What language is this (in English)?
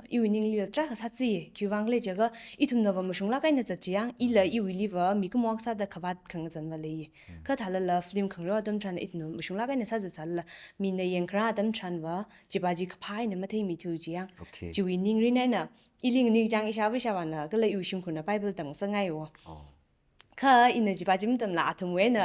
Tangkhul Naga (India)